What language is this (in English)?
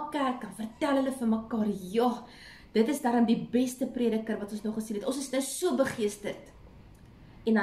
Afrikaans